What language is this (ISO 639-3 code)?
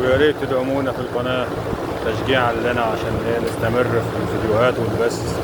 arz